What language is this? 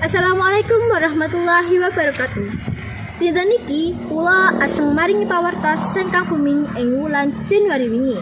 Javanese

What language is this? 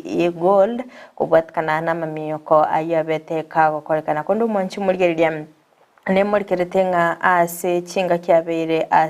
Gusii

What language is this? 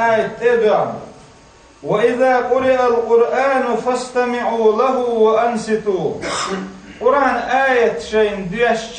Chechen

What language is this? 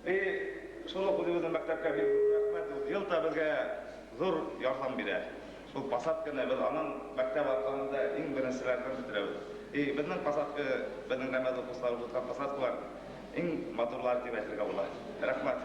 Bashkir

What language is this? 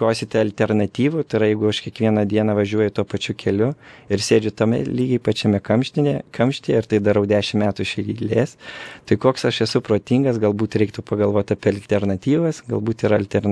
Lithuanian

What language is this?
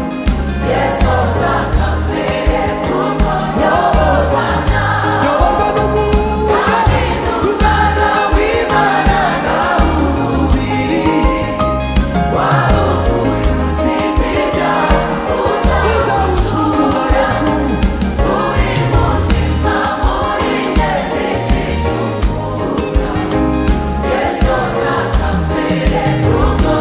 Kinyarwanda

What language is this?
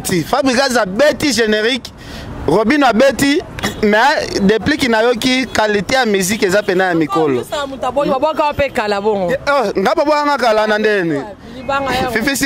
Lingala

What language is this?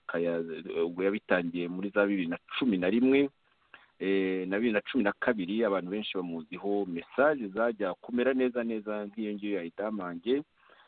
Kinyarwanda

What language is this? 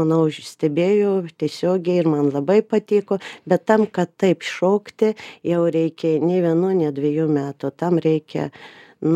Lithuanian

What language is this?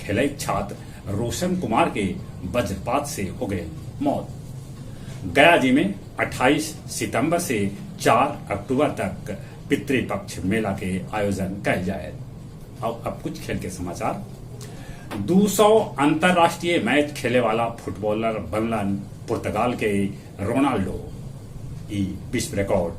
Magahi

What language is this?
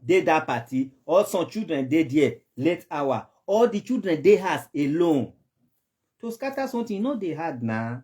Nigerian Pidgin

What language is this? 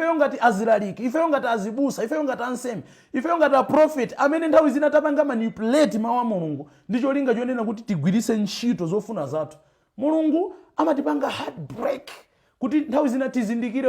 Nyanja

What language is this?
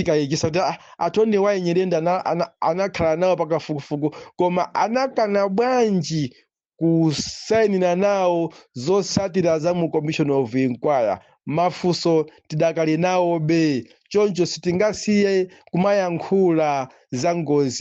Nyanja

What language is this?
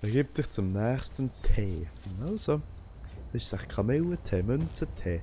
Swiss German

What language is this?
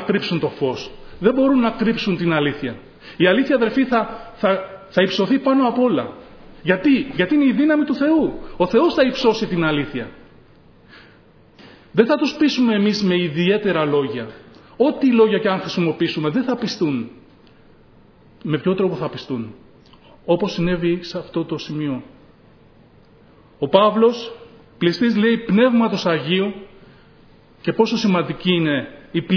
Greek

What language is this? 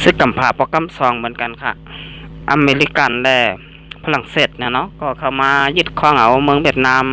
Shan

